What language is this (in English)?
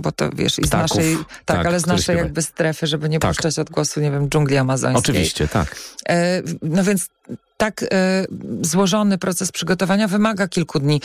Polish